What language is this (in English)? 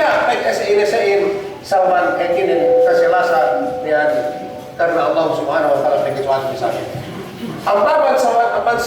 Yakan